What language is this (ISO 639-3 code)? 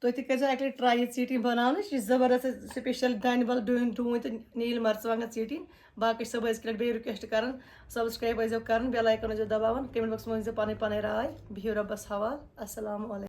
kas